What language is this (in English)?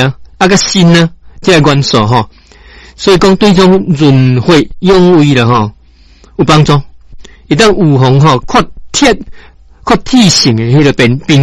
Min Nan Chinese